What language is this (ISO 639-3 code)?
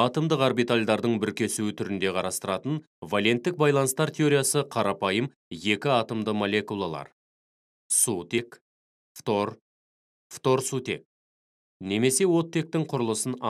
kaz